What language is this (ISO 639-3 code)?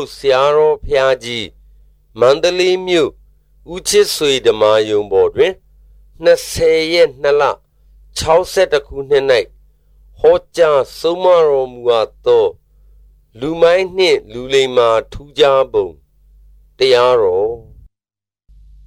mya